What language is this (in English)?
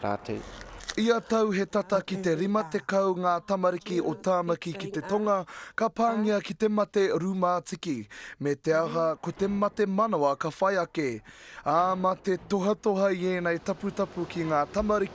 Māori